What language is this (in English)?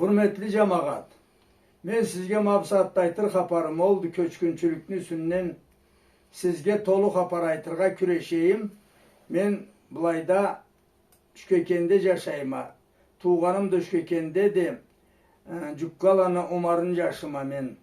Karachay-Balkar